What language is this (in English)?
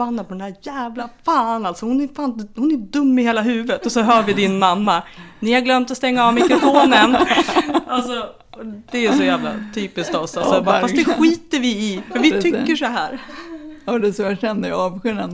Swedish